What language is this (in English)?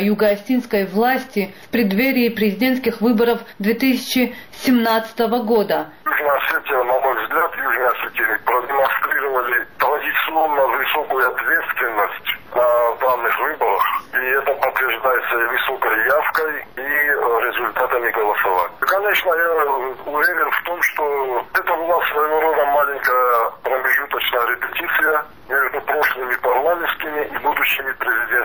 Russian